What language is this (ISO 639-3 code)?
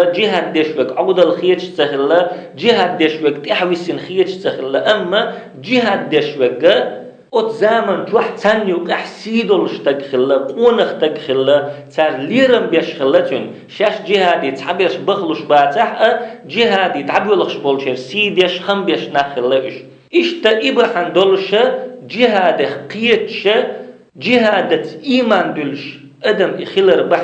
che